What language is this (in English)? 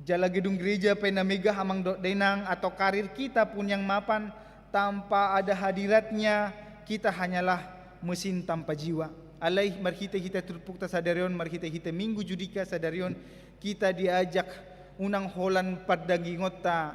Batak Toba